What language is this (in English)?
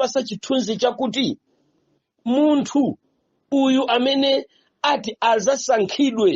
Nyanja